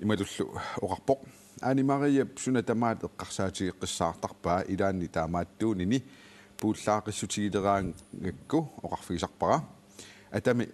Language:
Kalaallisut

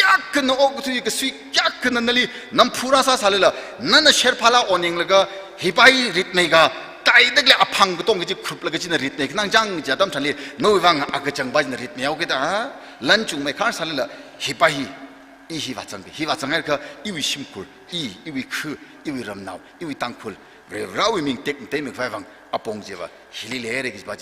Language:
Tangkhul Naga (India)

